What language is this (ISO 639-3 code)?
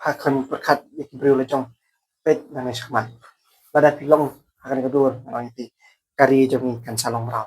kha